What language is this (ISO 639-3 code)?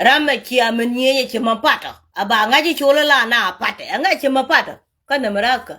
nus